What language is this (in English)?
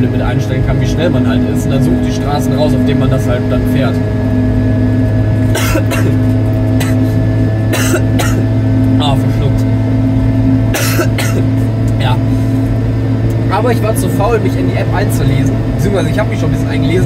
German